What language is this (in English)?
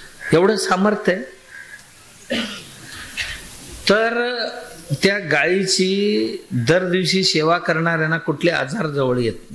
Marathi